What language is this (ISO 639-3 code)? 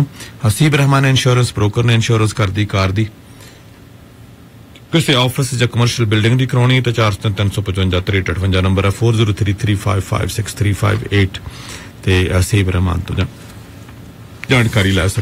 pan